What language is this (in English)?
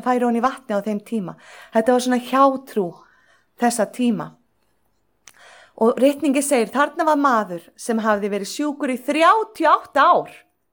Icelandic